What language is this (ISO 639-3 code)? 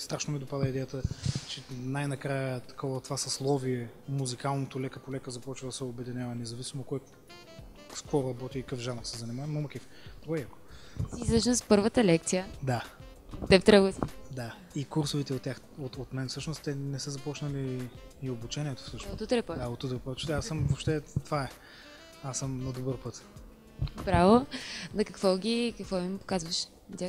bul